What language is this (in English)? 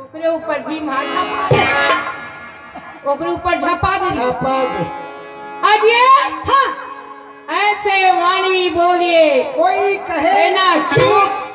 Chhattisgarhi